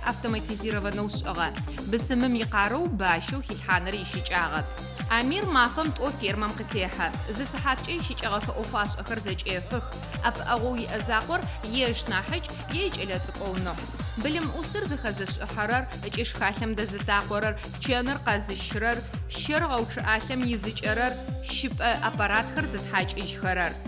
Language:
Adyghe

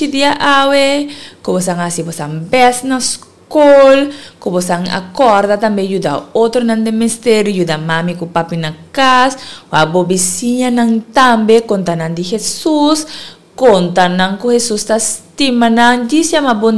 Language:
Papiamento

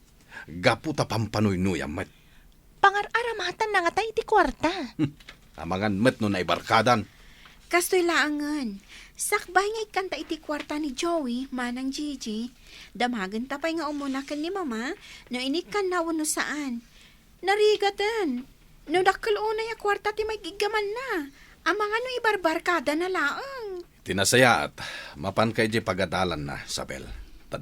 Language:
Iloko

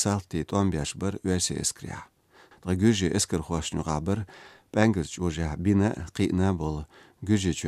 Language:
Chechen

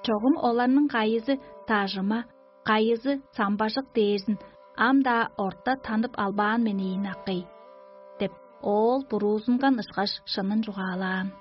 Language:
Tuvinian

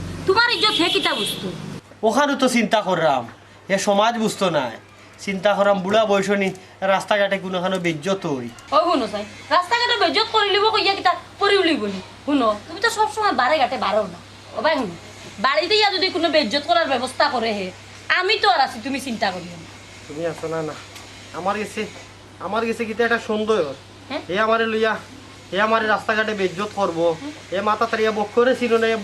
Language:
Sylheti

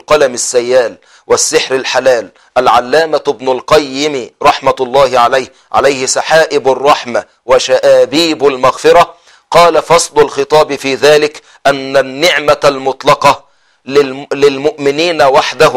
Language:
Arabic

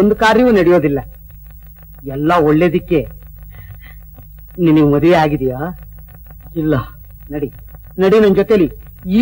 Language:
Kannada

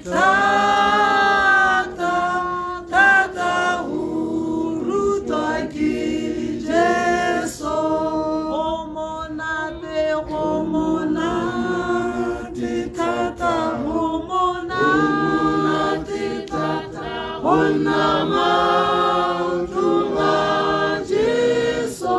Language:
Tswana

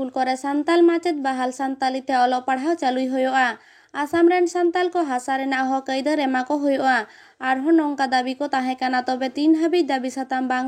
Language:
Santali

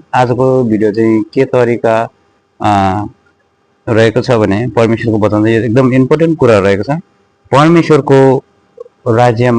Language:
Nepali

